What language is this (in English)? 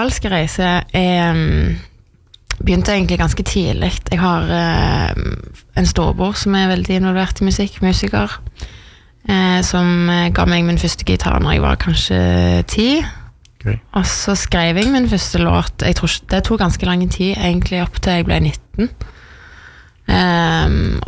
Norwegian